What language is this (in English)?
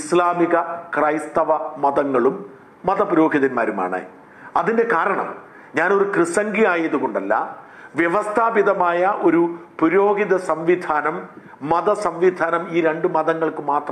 Malayalam